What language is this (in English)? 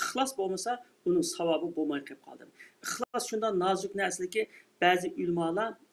Uyghur